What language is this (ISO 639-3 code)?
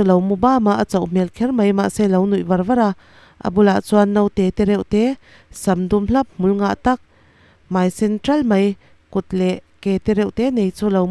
lus